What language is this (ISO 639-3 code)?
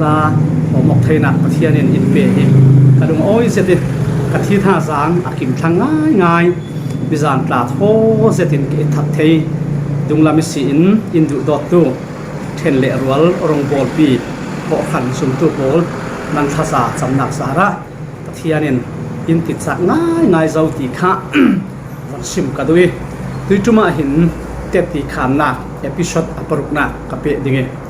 cfm